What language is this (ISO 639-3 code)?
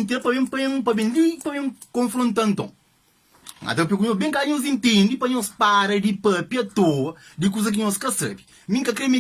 kea